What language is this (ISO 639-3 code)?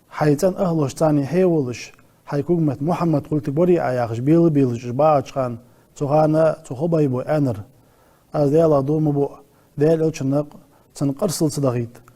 inh